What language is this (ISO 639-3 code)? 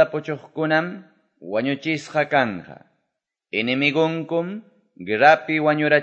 que